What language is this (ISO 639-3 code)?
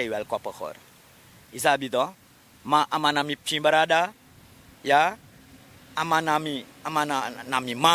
srn